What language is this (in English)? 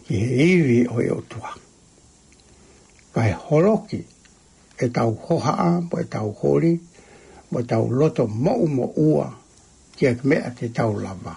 Tongan